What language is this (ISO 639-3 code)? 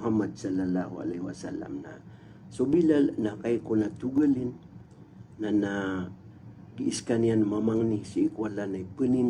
mrw